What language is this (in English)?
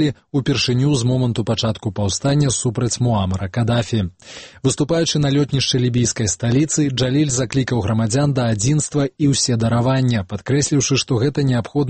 Belarusian